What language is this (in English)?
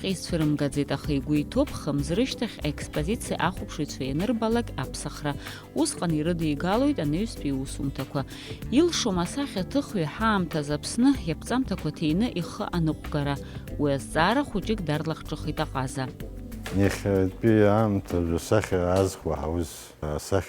Abkhazian